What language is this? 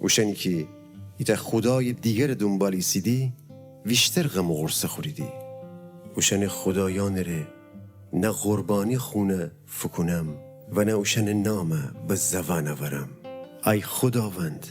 Gilaki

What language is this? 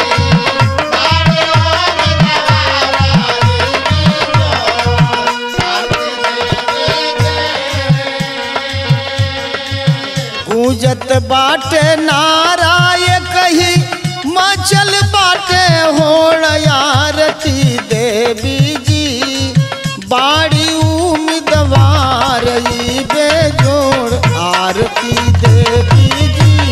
Bhojpuri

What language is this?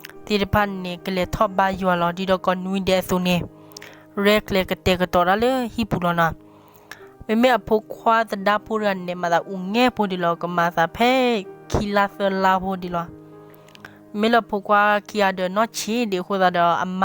S'gaw Karen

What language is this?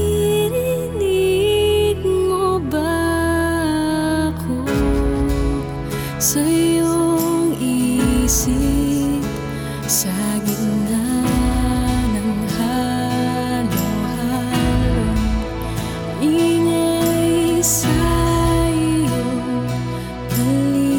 Filipino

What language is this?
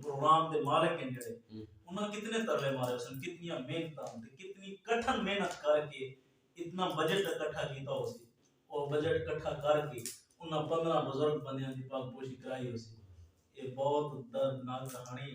Saraiki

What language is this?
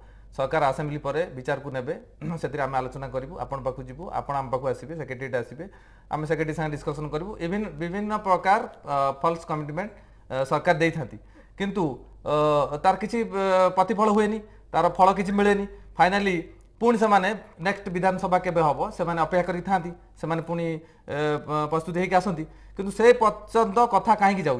Odia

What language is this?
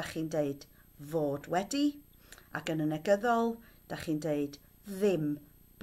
Welsh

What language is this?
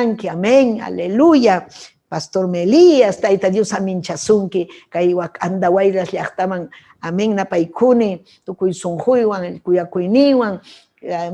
Ayacucho Quechua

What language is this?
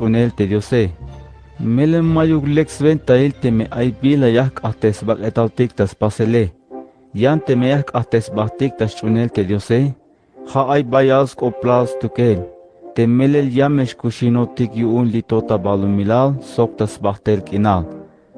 Tzeltal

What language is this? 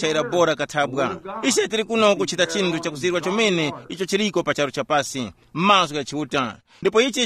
Tumbuka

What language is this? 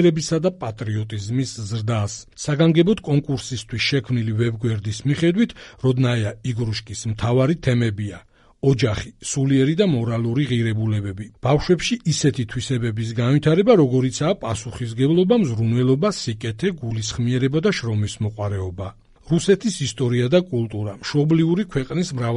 Georgian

